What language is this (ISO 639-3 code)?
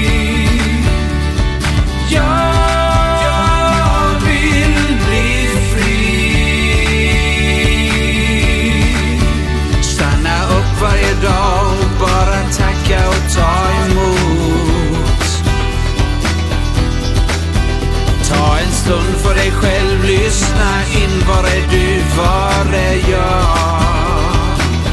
swe